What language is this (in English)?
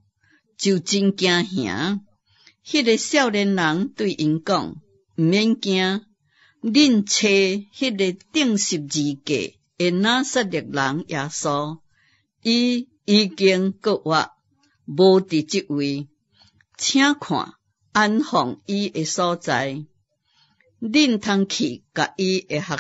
Min Nan Chinese